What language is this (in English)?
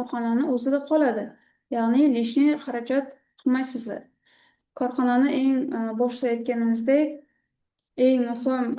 Uzbek